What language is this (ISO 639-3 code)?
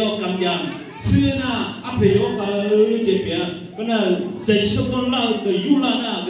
ahk